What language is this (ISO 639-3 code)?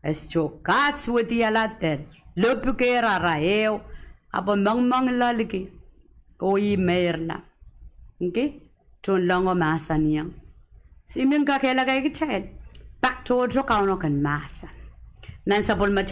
pon